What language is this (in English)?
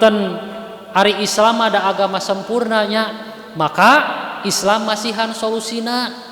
Sundanese